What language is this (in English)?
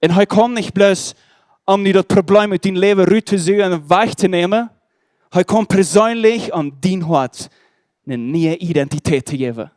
Plautdietsch